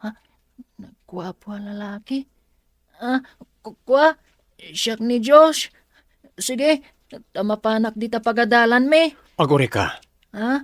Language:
Iloko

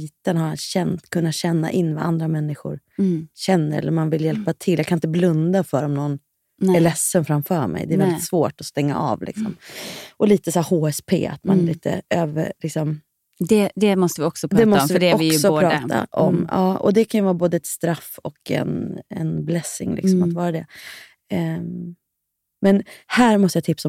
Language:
Swedish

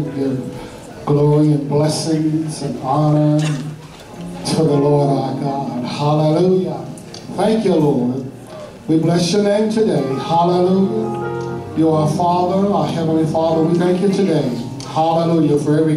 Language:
English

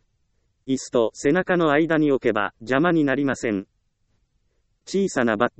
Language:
Japanese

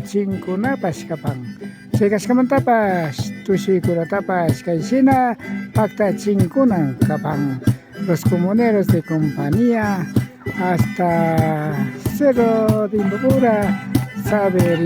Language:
Imbabura Highland Quichua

